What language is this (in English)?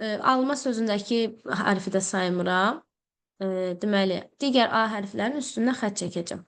Azerbaijani